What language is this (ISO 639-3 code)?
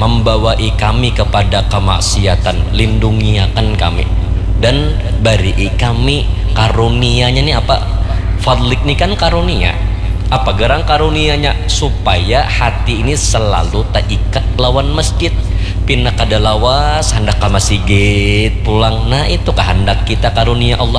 bjn